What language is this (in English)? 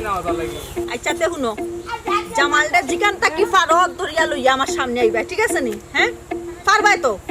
Sylheti